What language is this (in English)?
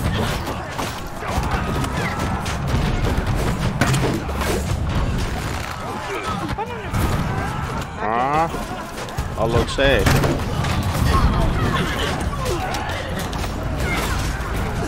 Finnish